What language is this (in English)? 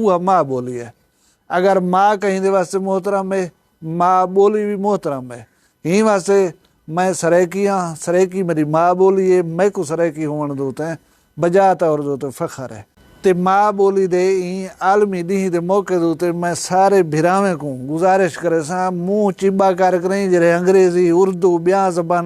Saraiki